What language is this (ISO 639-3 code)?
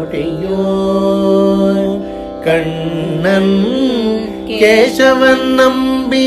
tam